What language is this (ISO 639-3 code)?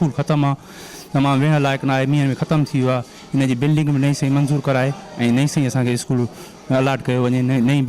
snd